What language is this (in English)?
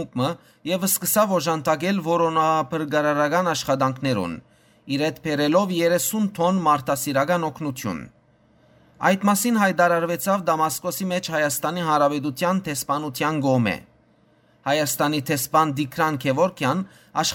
Western Armenian